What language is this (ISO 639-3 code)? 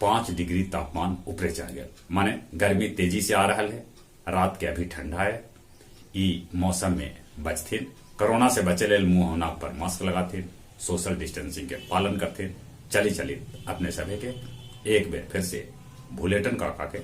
mag